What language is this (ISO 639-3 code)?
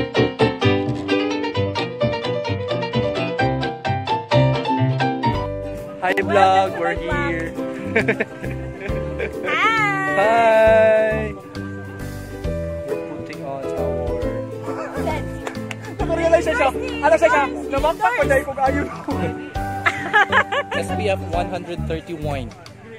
fil